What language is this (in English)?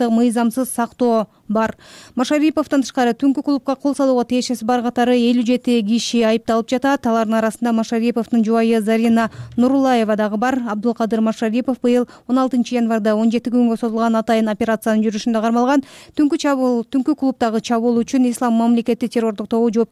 Kyrgyz